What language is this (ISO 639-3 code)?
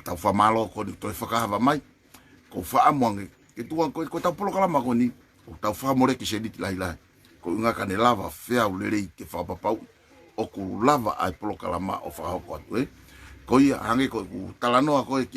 ton